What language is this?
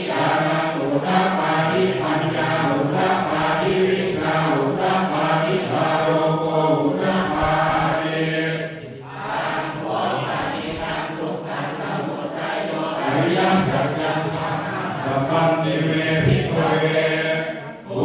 Pali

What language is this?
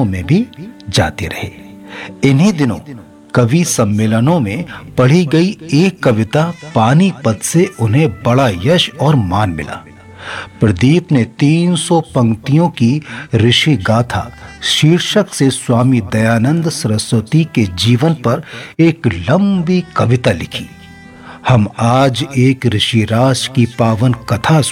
Hindi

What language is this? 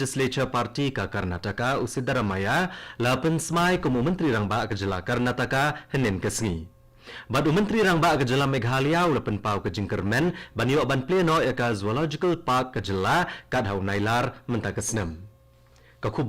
Khasi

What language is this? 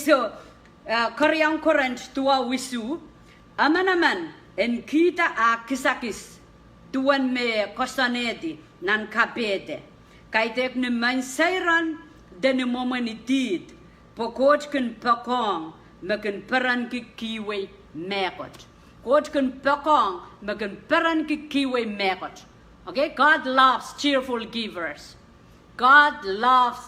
Pohnpeian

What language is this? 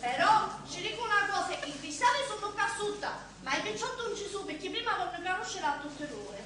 Sicilian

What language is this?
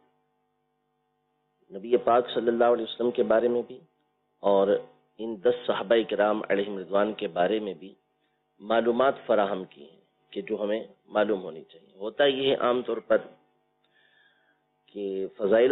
Urdu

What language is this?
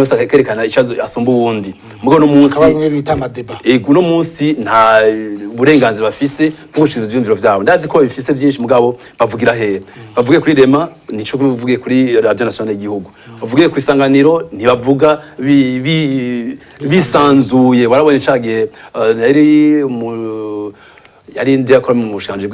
Rundi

